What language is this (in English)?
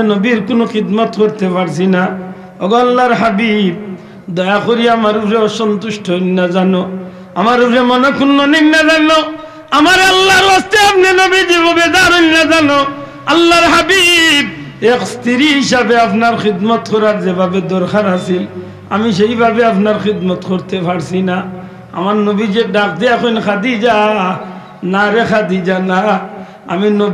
Sylheti